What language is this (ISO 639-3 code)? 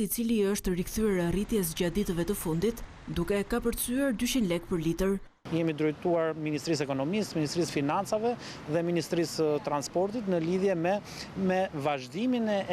sqi